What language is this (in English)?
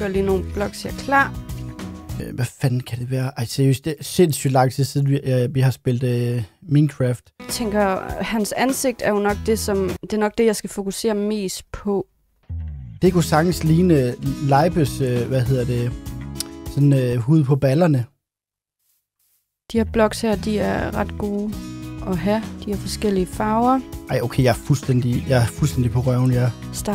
Danish